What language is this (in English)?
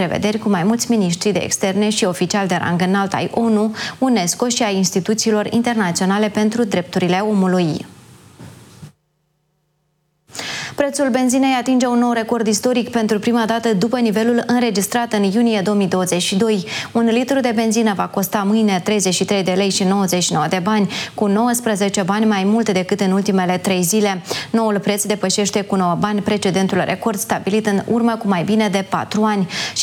Romanian